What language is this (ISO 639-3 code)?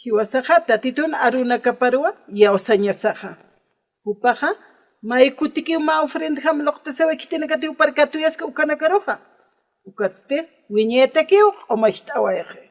aym